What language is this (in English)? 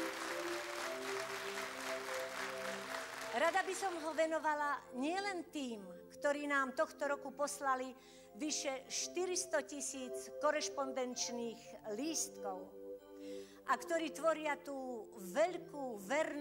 Slovak